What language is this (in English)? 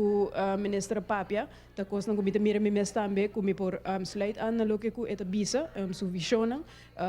Papiamento